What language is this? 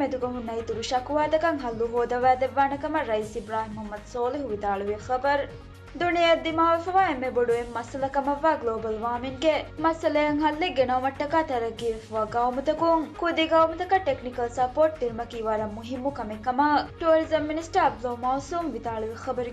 Divehi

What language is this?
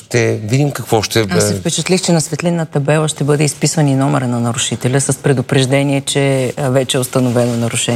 Bulgarian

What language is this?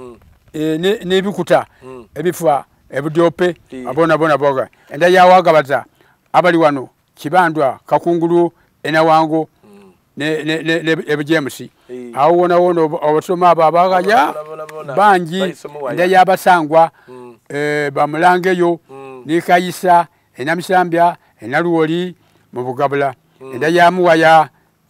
Soga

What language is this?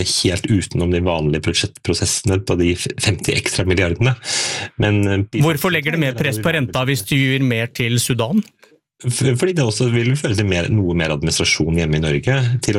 Norwegian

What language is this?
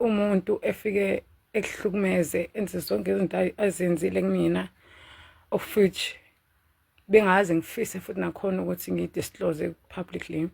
Zulu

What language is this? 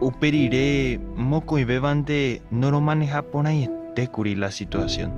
Guarani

